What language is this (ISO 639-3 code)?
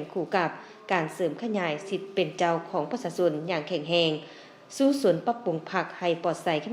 lao